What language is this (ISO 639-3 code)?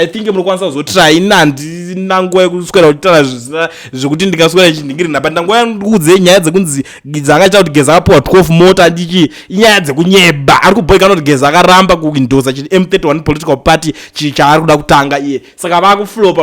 sna